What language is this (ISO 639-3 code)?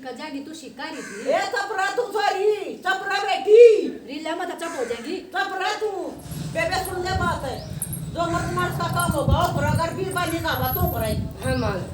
bgc